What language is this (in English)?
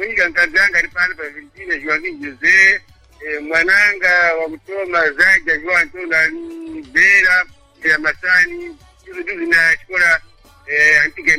Sena